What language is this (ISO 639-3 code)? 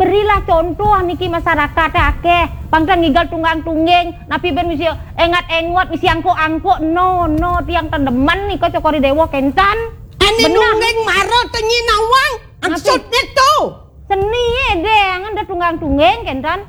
ban